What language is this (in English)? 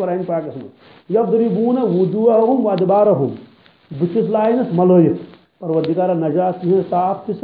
Kashmiri